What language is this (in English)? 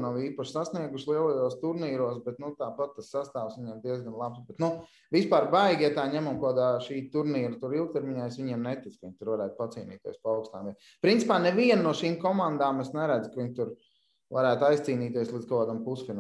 Latvian